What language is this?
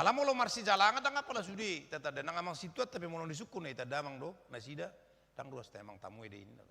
Batak Toba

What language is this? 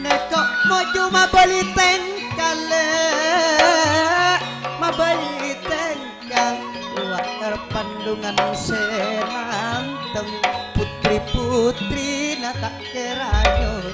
Madurese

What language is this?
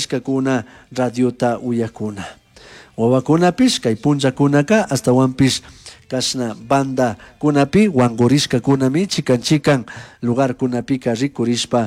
Chimborazo Highland Quichua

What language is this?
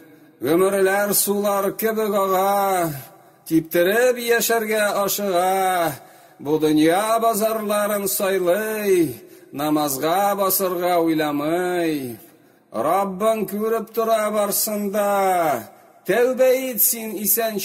Tatar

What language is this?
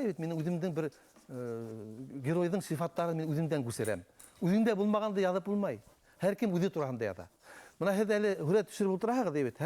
Bashkir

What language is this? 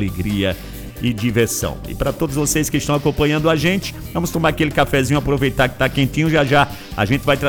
Portuguese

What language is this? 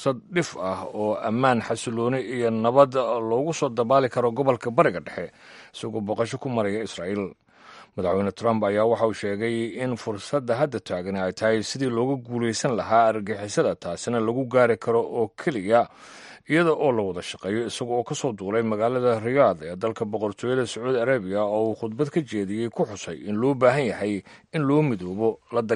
Somali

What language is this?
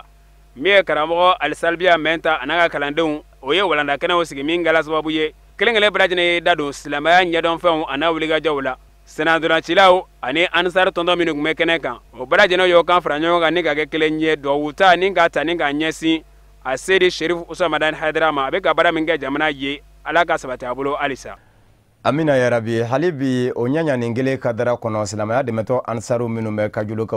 Bambara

